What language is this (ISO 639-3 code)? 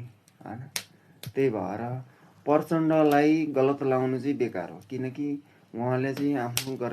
nep